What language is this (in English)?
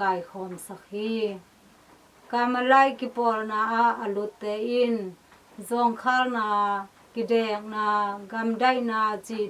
Tedim Chin